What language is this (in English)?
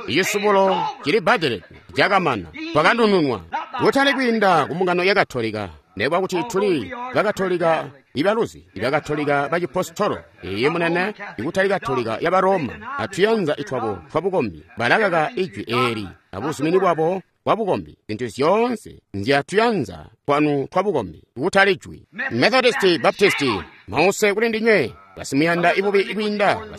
Tonga (Zambia)